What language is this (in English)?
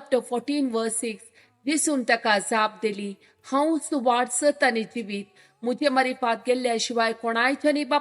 Konkani